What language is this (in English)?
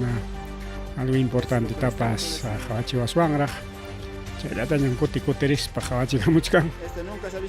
Ayacucho Quechua